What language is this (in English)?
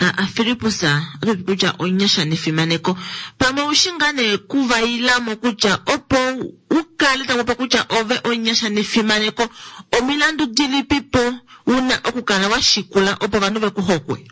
Kuanyama